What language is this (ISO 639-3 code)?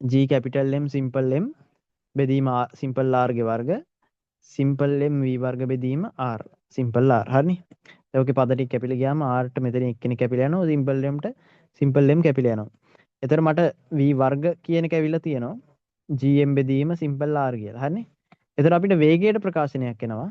sin